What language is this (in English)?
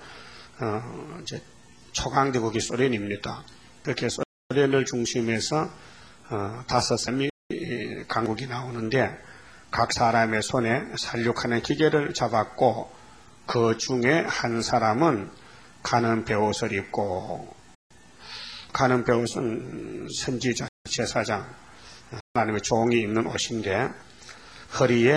Korean